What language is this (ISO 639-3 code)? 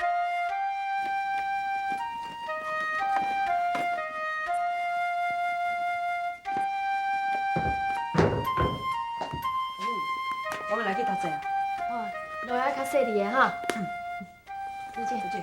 nan